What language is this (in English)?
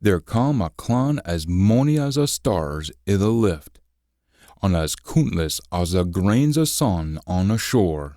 Scots